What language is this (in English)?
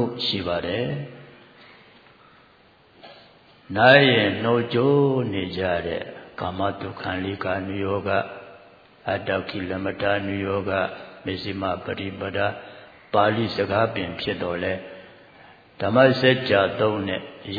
Burmese